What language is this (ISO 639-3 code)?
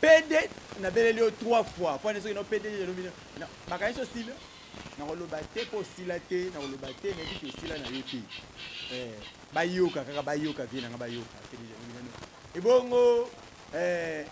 lin